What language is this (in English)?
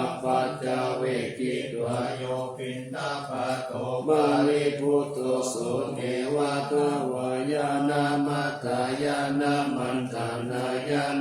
Pali